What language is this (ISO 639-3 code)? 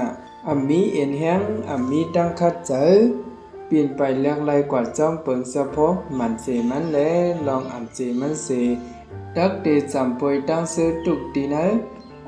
shn